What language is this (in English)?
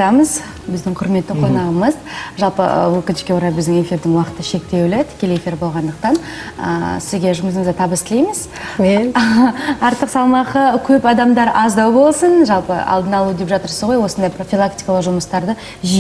Kazakh